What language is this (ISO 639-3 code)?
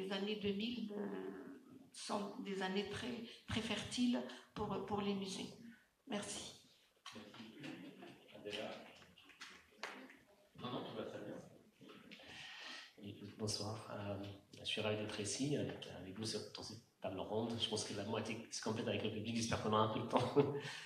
fra